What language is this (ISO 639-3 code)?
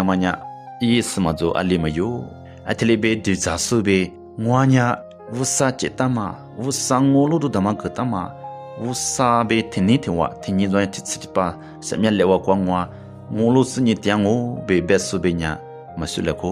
lis